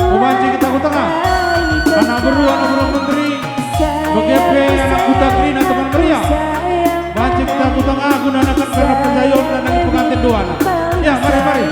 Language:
Batak Karo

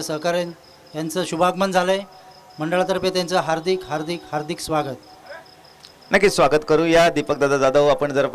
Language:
Marathi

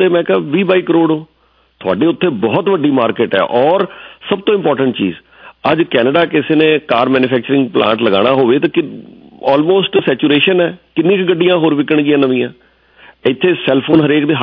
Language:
Punjabi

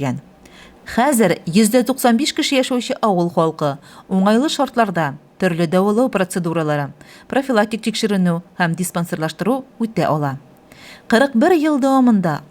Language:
Tatar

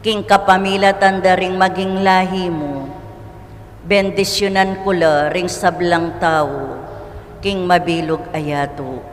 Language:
Pampanga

